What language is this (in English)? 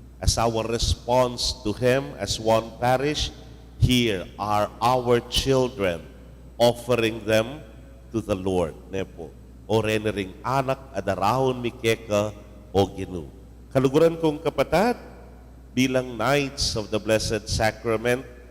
Pampanga